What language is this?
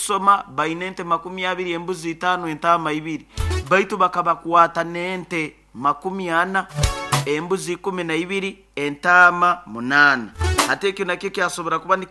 Nyoro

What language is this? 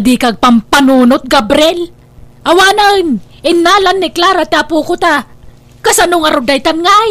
Iloko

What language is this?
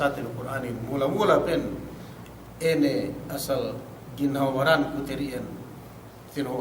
Yakan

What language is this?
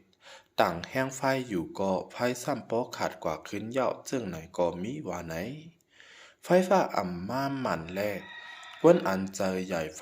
Shan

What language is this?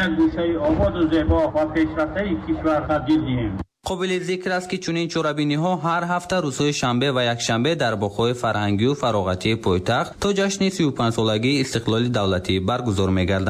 Tajik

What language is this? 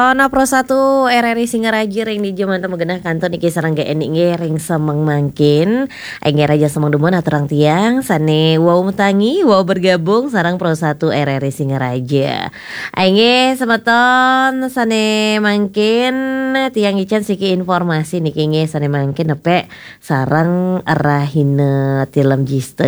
Balinese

